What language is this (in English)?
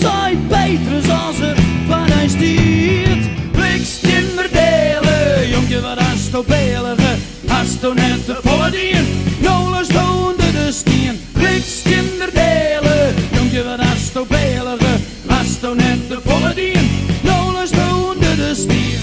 Western Frisian